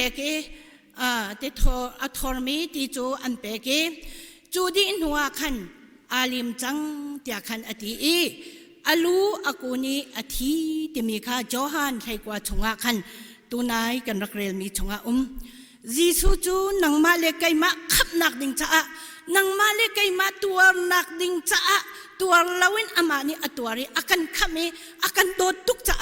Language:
Hakha Chin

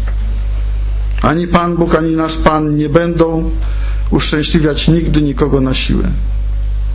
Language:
Polish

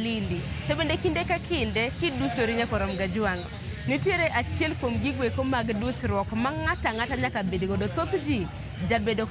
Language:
Luo (Kenya and Tanzania)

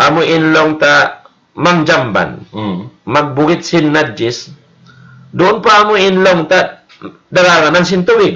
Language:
Tausug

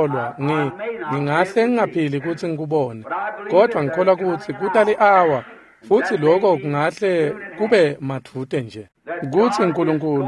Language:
Swati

